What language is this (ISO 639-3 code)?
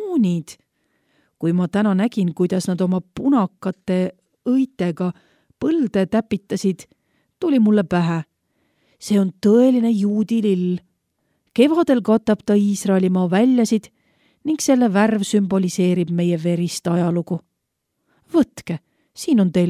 est